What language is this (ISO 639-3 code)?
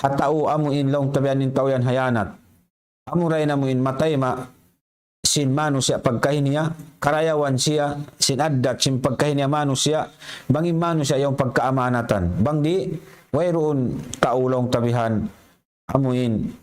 tsg